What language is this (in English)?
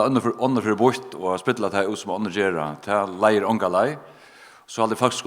Faroese